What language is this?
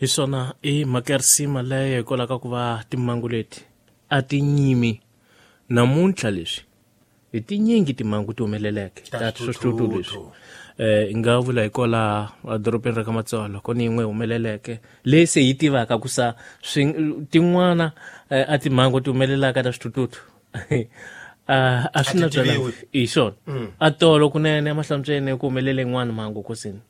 Tsonga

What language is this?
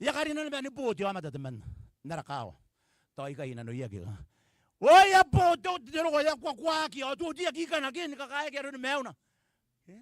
Gilbertese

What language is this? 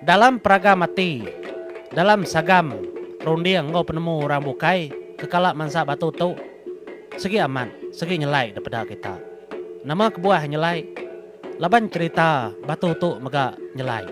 Iban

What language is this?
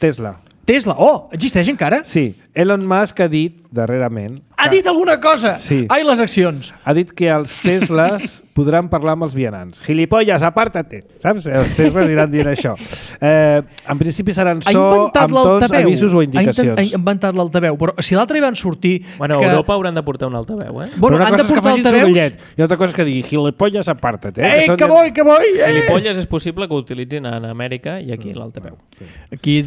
Catalan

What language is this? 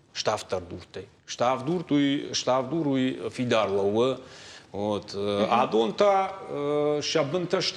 Ossetic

